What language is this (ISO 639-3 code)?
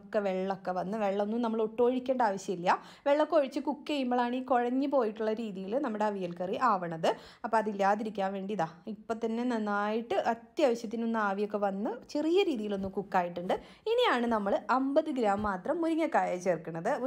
mal